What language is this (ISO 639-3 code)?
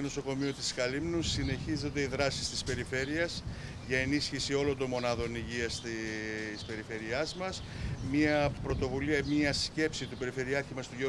ell